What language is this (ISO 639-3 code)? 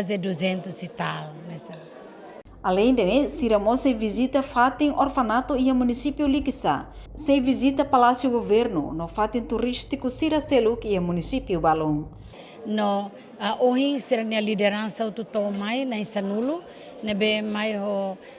tet